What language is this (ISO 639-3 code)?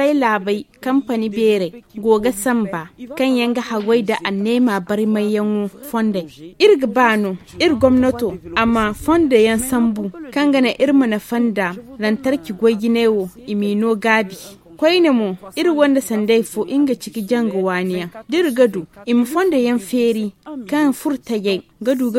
dje